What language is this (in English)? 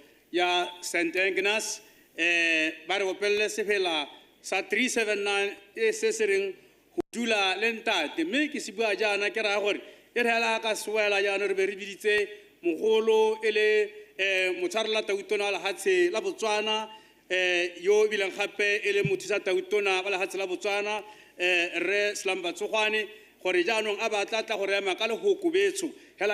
Tswana